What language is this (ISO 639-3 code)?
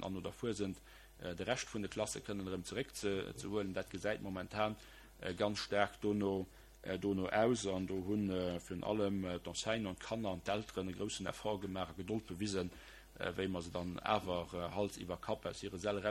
ltz